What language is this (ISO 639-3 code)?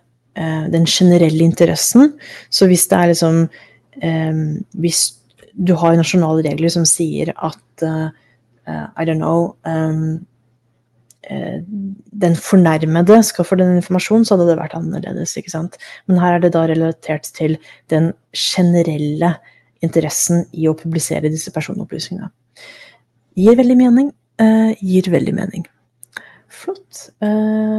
nor